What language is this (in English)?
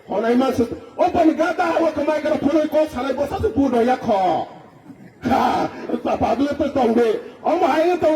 Kok Borok